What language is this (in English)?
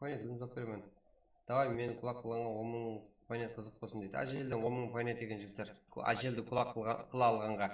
Kara-Kalpak